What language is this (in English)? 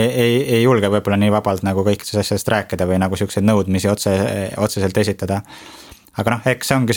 Estonian